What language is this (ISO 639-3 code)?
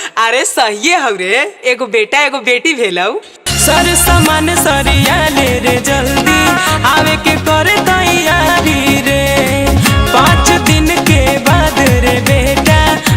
mag